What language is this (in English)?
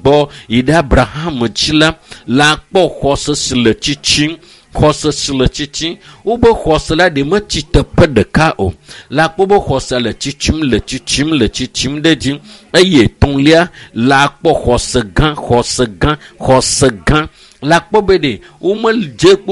Ewe